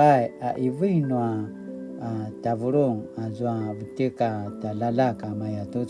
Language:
Paiwan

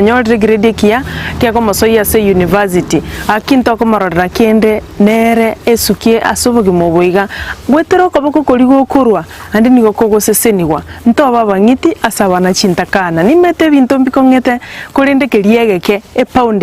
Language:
Gusii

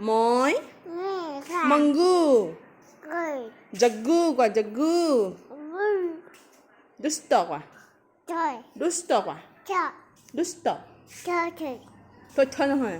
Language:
Assamese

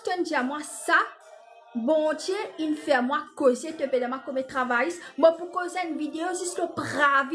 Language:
Morisyen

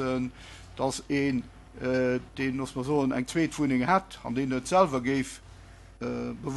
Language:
Luxembourgish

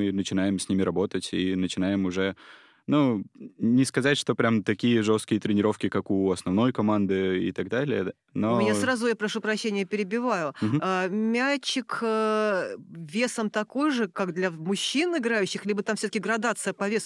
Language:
Russian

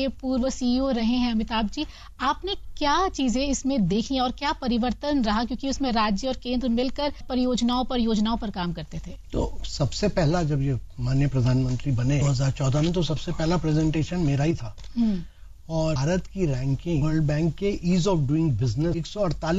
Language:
Hindi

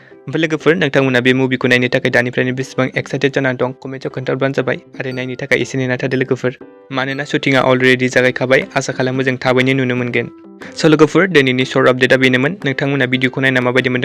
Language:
Bodo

